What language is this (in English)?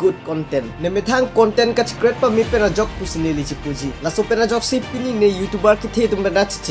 Karbi